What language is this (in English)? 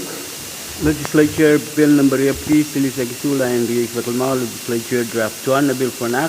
Pohnpeian